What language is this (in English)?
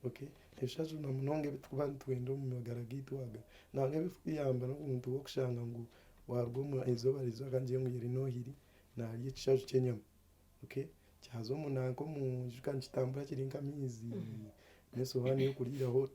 Nyankole